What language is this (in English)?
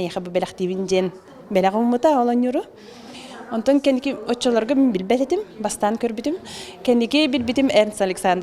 Yakut